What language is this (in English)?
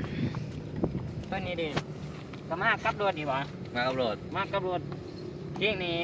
Lao